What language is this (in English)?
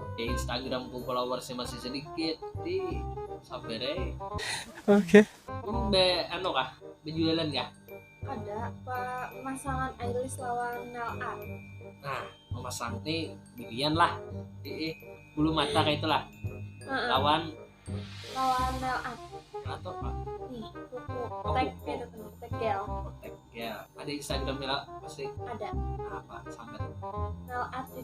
Banjar